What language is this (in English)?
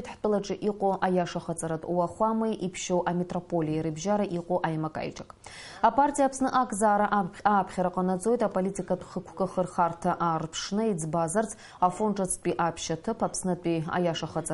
Abkhazian